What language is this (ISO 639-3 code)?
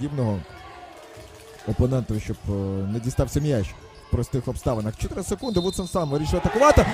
ukr